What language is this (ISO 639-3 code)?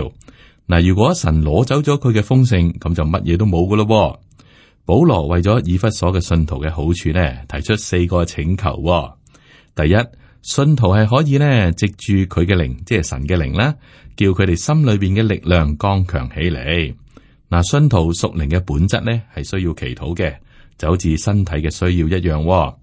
yue